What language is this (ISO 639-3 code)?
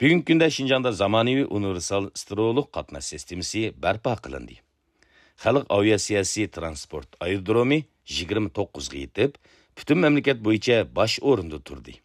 uig